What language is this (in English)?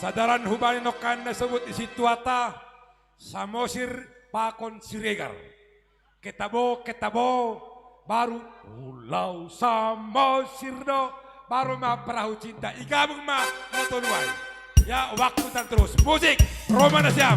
Batak Simalungun